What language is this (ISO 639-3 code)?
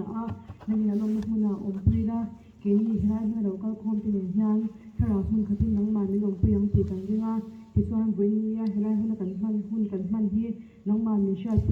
lus